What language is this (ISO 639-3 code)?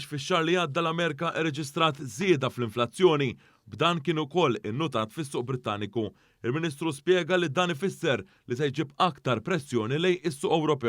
mlt